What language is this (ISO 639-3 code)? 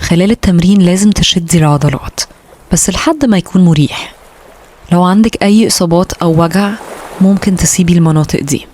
arz